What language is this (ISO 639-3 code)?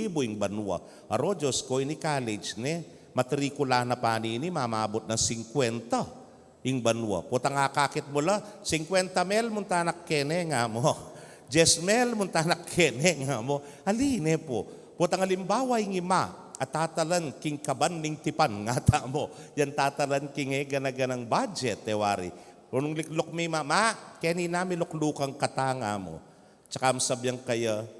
pam